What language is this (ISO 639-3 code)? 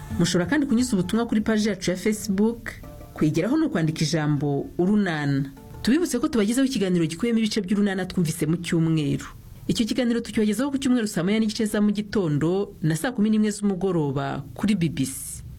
kin